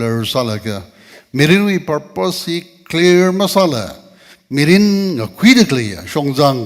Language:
Tangkhul Naga (India)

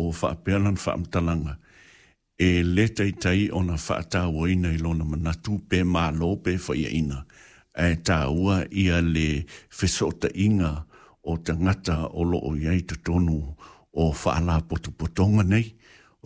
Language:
Samoan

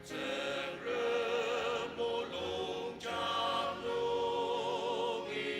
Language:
Ao Naga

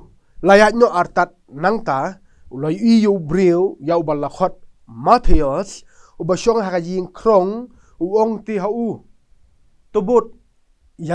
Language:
Khasi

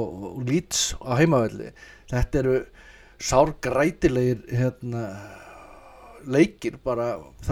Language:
Icelandic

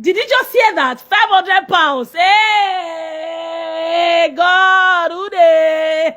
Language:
Nigerian Pidgin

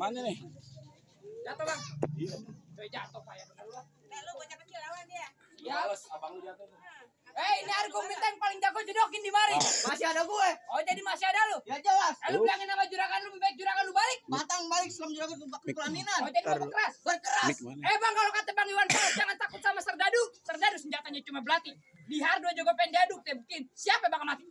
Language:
Betawi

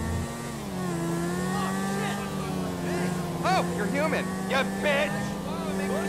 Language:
English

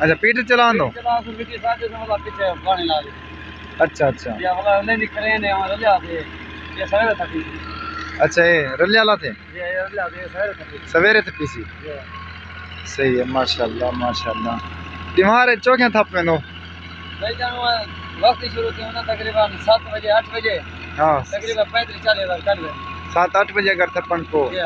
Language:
Saraiki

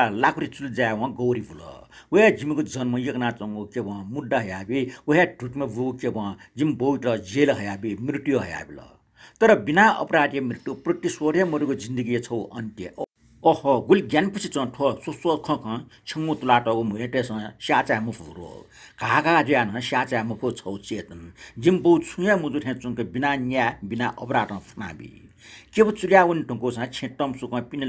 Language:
Newari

